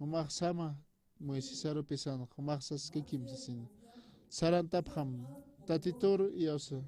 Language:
Aymara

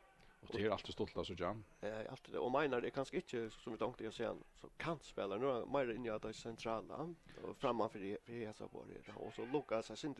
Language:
Faroese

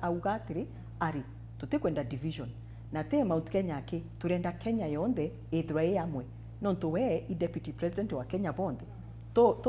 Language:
Meru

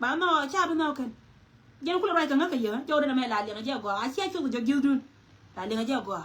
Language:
Nuer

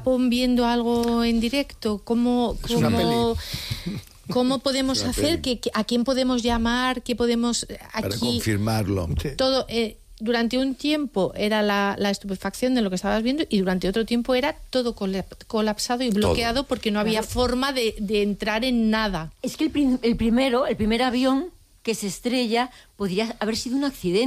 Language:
Spanish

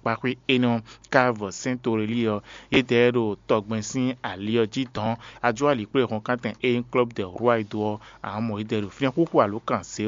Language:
Fon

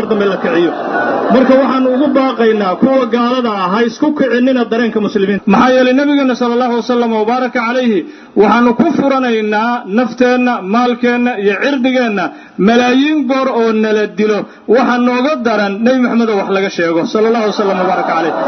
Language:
Somali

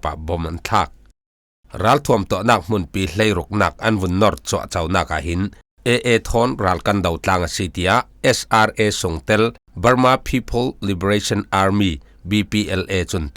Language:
Falam Chin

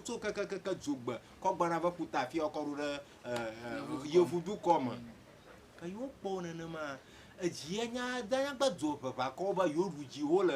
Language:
Ewe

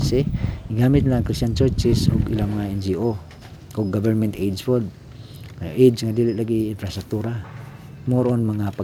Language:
Cebuano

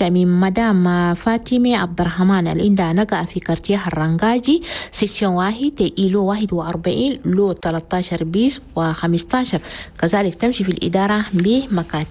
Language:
Chadian Arabic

